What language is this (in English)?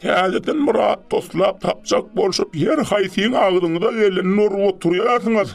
Turkmen